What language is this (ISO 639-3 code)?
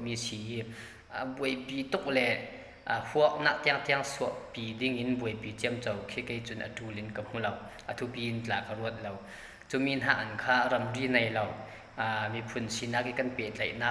cfm